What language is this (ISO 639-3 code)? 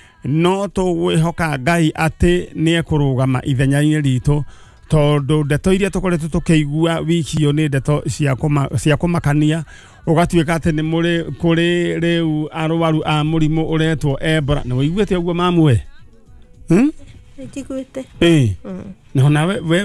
kik